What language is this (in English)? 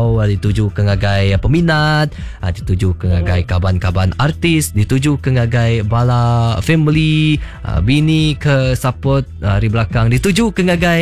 Iban